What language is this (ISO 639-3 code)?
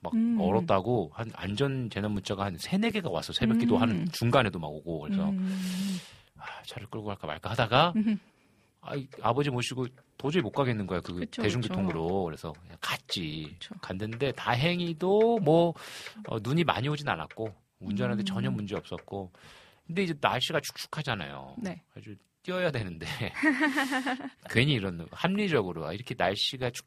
kor